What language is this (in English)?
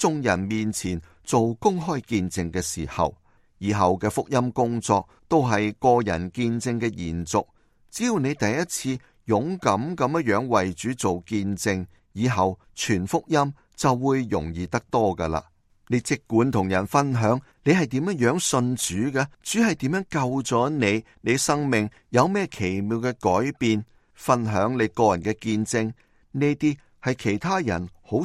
Cantonese